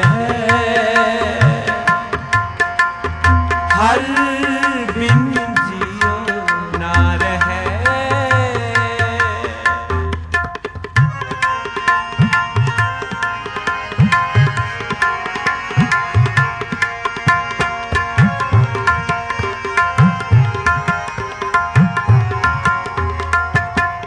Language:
Hindi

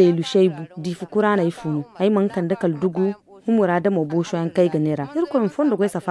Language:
Zarma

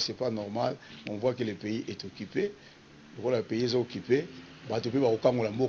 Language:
Lingala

